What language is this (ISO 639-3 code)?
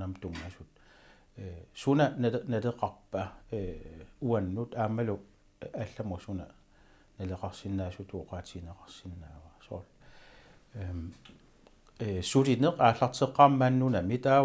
kal